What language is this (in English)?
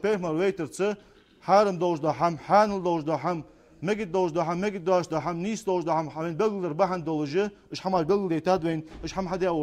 Ingush